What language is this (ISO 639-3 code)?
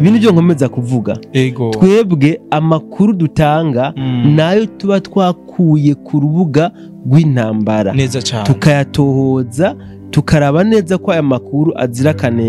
run